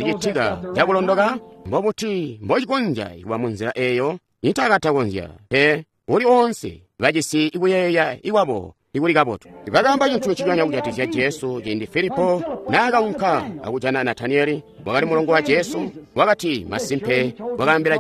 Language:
Tonga (Zambia)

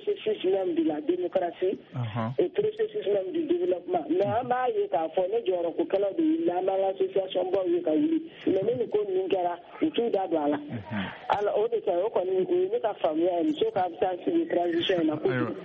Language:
Bambara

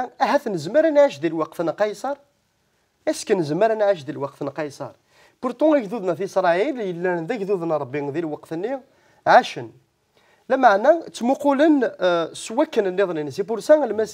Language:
Kabyle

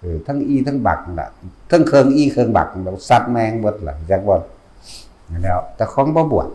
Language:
Northeastern Thai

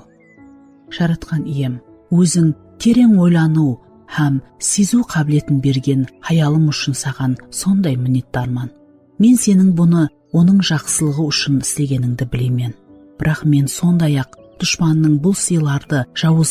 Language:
Kara-Kalpak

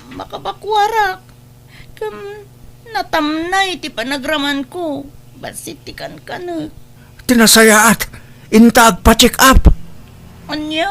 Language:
Iloko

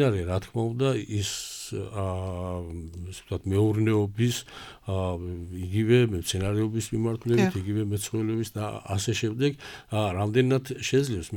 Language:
Georgian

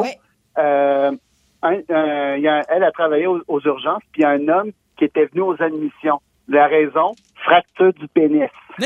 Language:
French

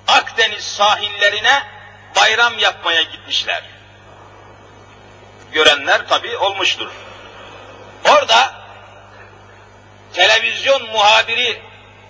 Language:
Turkish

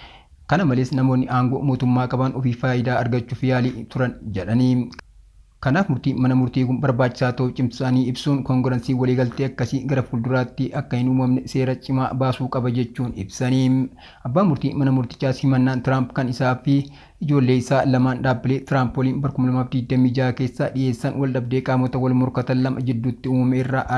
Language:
Oromo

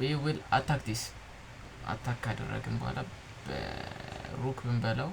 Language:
Amharic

